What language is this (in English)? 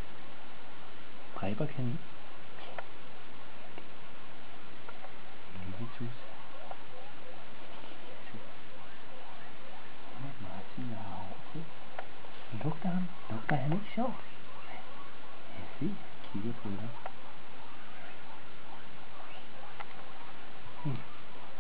Danish